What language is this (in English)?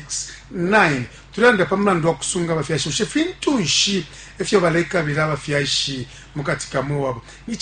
Bemba